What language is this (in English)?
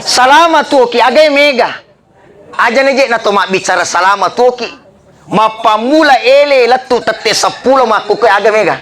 Buginese